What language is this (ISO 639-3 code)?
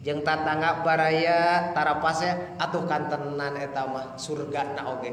sun